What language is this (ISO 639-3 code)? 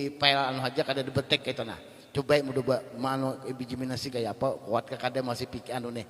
bjn